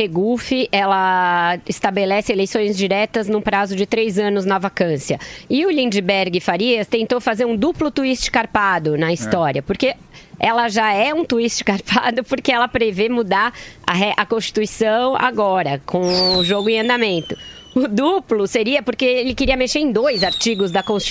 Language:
Portuguese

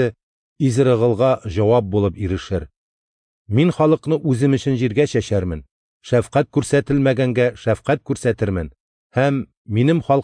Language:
Tatar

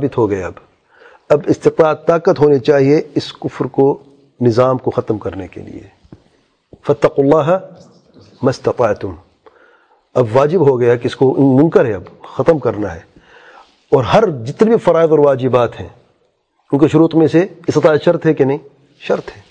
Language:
Urdu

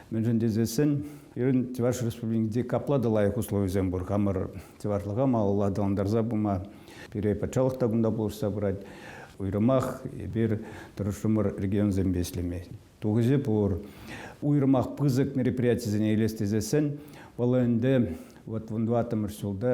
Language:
Chuvash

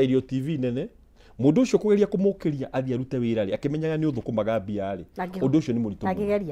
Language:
Kikuyu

